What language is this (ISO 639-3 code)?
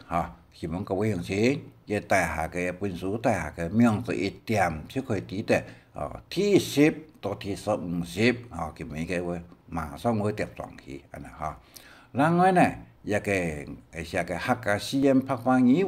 hak